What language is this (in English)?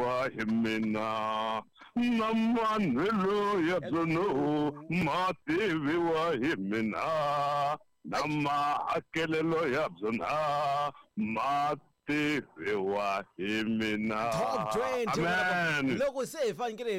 Tsonga